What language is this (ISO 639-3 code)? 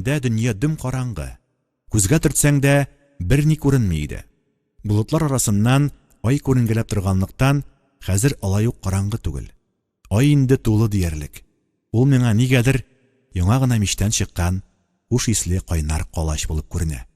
tat